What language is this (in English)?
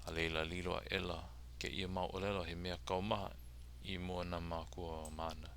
Hawaiian